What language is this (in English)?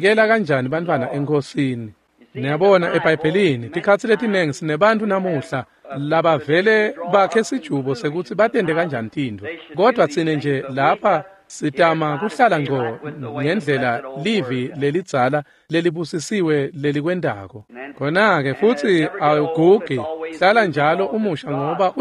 Swati